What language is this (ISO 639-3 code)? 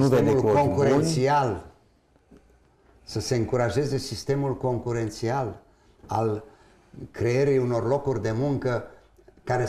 ron